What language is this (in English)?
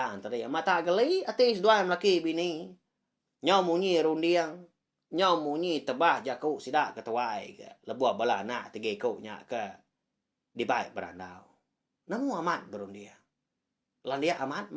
Iban